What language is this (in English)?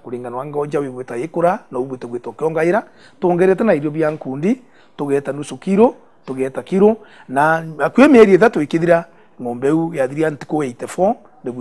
Meru